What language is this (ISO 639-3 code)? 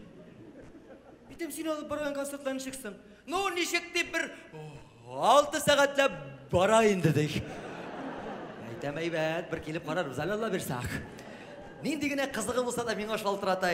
tat